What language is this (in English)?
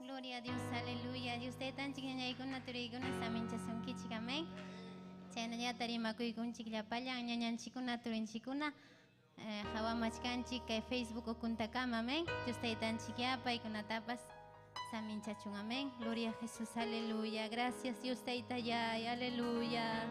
Ayacucho Quechua